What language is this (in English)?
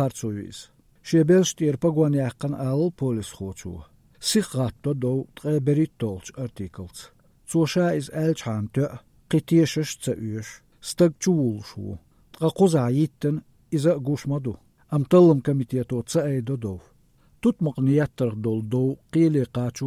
Chechen